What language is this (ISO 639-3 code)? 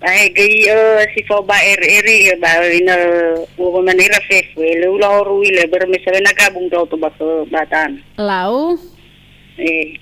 nia